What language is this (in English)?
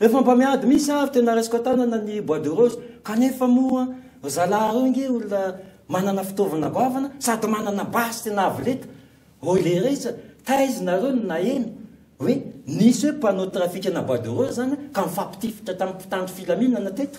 Malagasy